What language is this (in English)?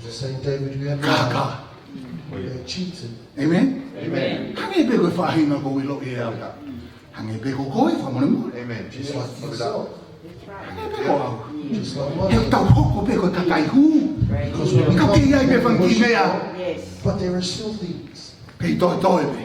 Tongan